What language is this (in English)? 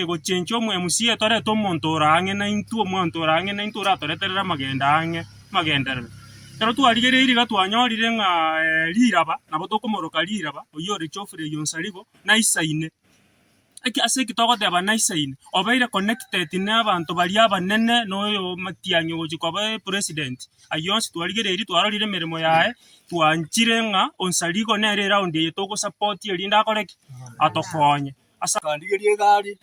Gusii